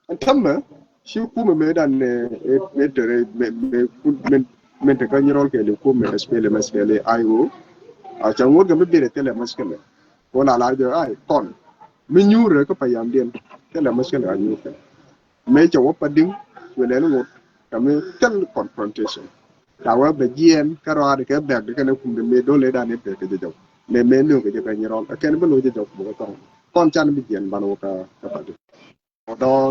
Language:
Nuer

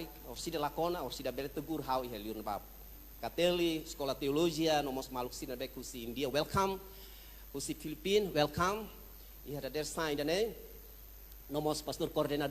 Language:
Tetum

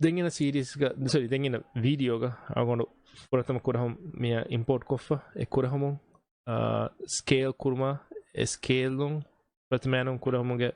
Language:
Divehi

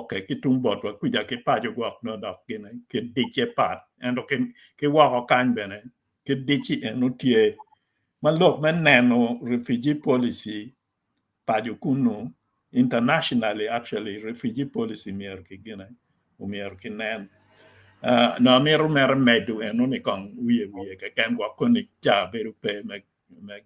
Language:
Acoli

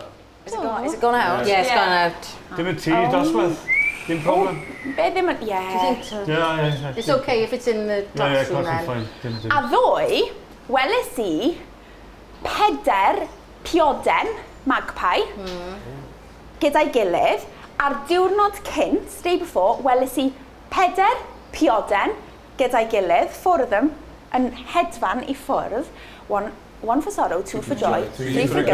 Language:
Welsh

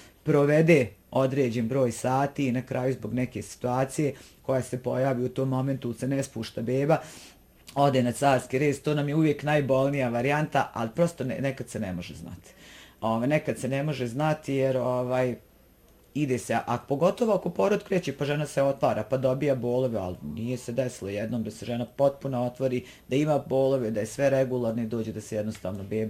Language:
Bosnian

